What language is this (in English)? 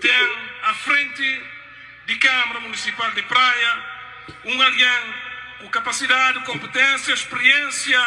Kabuverdianu